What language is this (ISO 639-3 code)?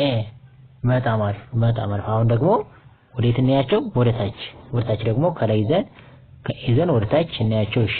amh